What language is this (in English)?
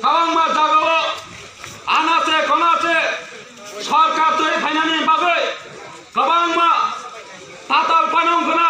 Kok Borok